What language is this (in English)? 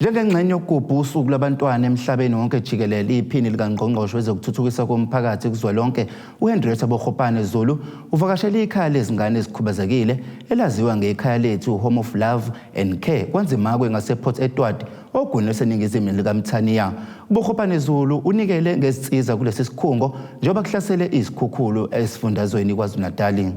Zulu